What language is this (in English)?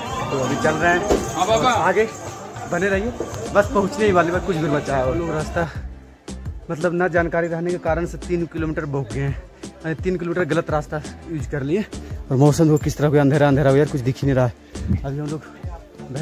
Hindi